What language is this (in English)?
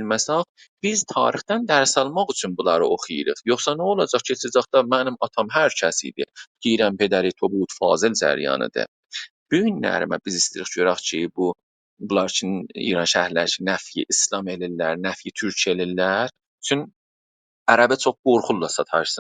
South Azerbaijani